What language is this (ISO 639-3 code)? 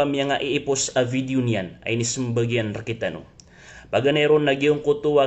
mrw